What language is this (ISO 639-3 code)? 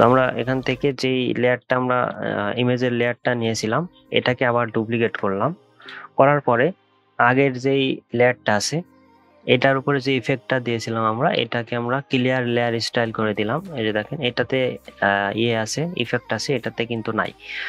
ben